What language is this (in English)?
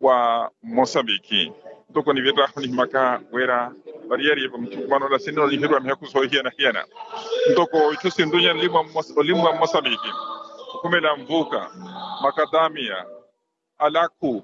Makhuwa